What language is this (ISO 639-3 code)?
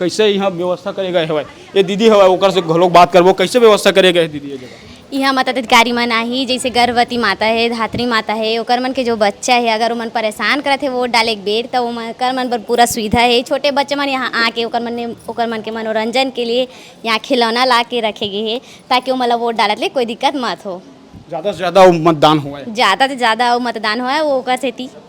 hne